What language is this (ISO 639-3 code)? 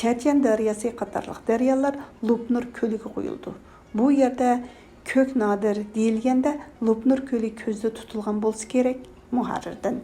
uig